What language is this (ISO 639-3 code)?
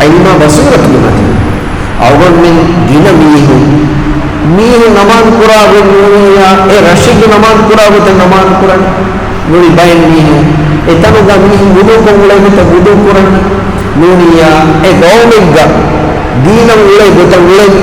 div